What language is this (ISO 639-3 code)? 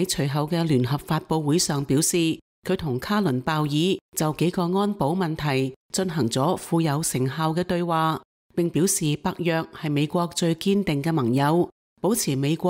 yue